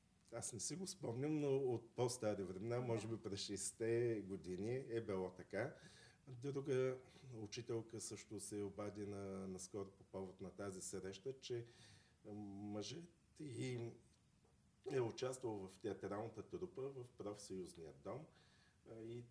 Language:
Bulgarian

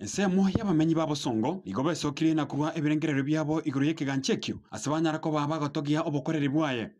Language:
Gusii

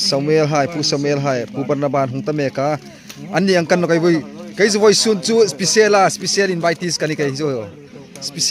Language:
Hmar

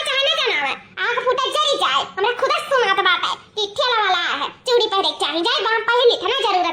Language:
Awadhi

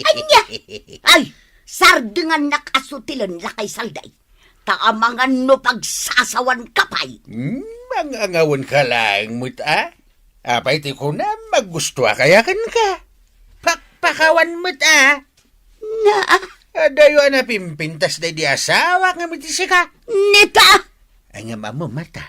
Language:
Iloko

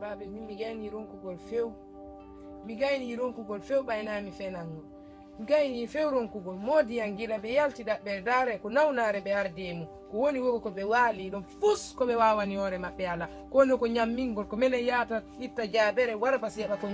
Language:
Fula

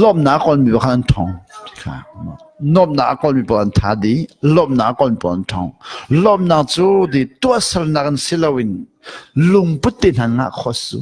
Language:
Hakha Chin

